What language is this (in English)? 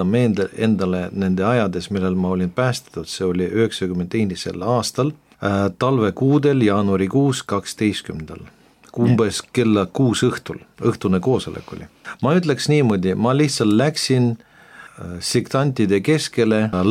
Estonian